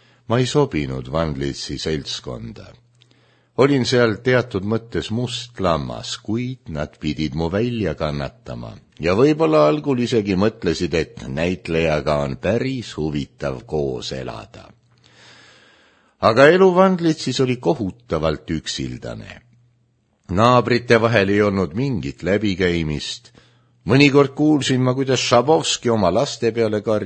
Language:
Estonian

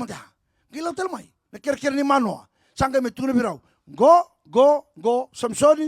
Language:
Fijian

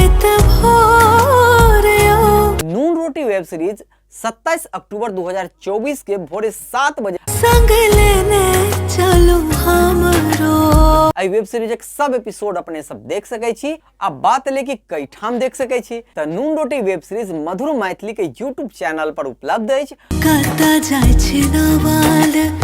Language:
Maithili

